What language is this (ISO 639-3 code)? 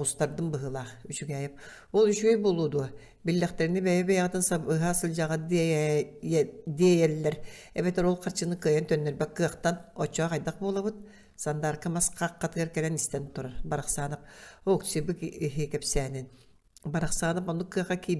sah